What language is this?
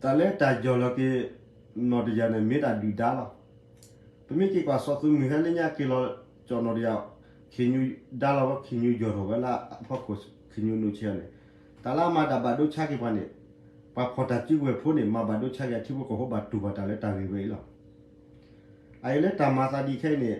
S'gaw Karen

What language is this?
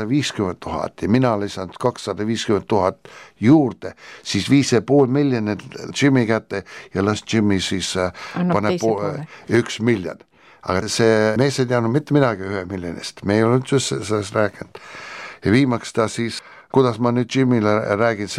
Estonian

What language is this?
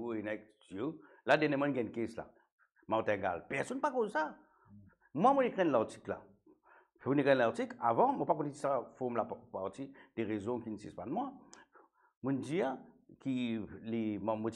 Morisyen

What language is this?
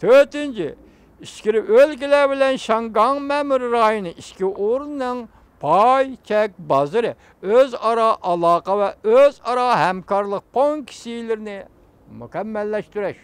Uyghur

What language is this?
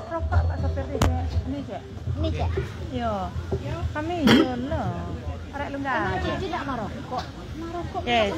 Minangkabau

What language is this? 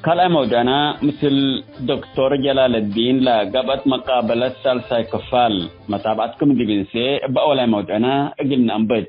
Tigre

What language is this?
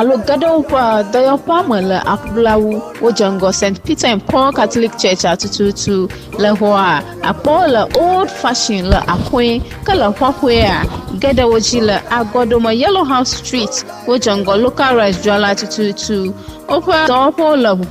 Ewe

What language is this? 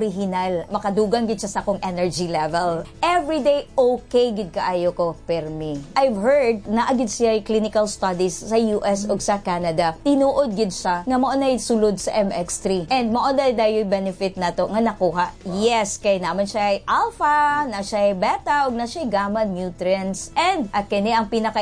Cebuano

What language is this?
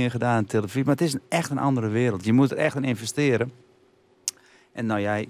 Dutch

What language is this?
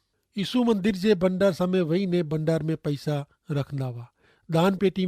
Kachhi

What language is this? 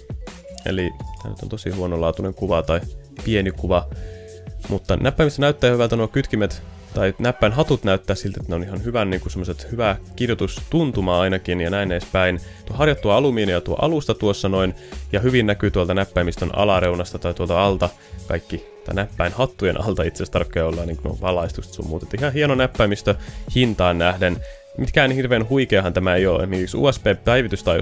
Finnish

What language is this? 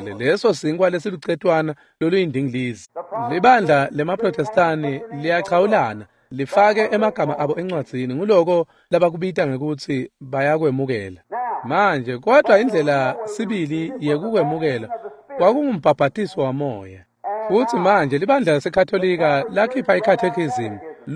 Swati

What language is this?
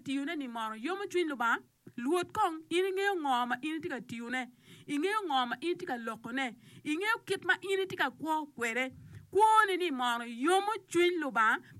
Acoli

